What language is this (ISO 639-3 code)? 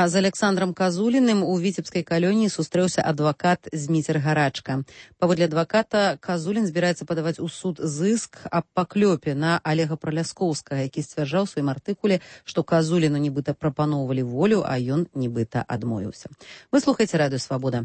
bel